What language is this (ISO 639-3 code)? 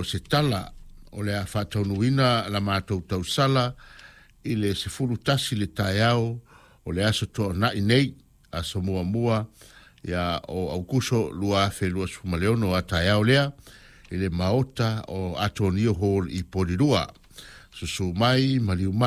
smo